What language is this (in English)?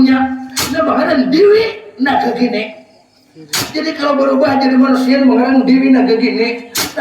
Banjar